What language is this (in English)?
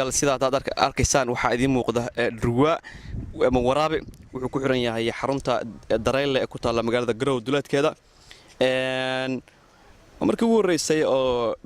Somali